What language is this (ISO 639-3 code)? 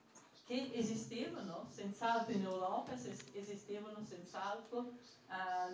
ita